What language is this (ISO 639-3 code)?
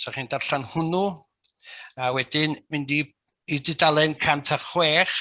cym